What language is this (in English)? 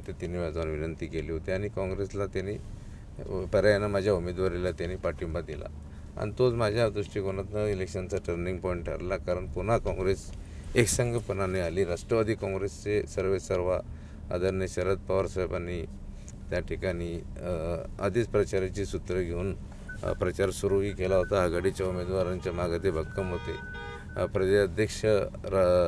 Marathi